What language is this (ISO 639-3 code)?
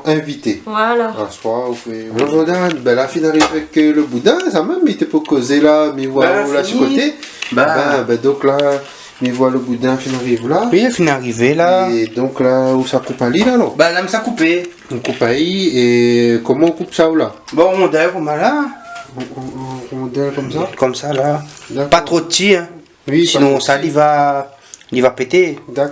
rcf